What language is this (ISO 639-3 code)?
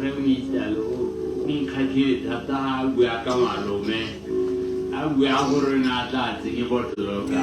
tsn